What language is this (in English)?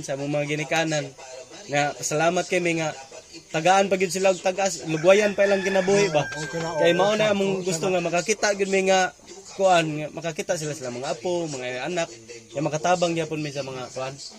Cebuano